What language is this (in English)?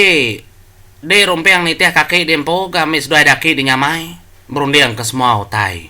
Iban